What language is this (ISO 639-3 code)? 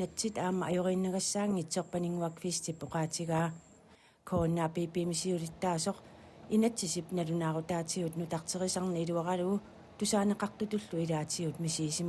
kal